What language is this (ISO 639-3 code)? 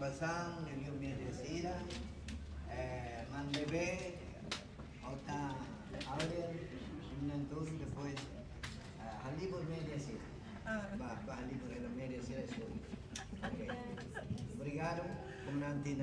tet